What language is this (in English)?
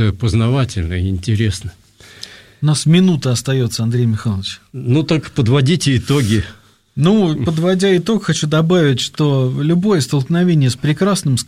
Russian